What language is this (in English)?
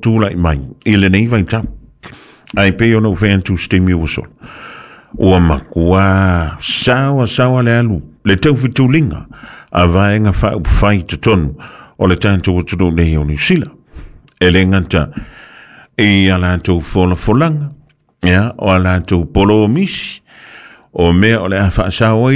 Samoan